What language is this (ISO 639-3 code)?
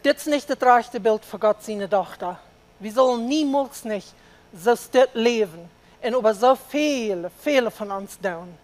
pdt